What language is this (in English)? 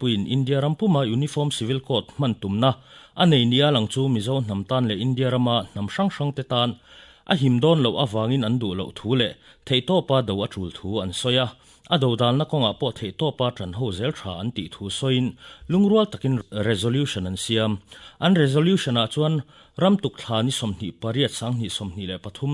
Mizo